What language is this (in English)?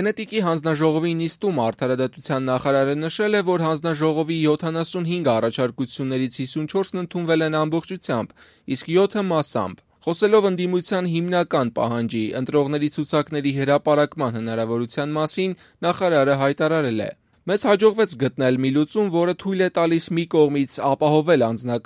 Armenian